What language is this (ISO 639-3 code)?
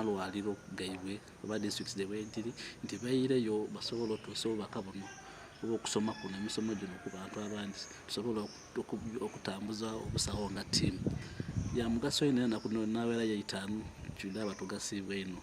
xog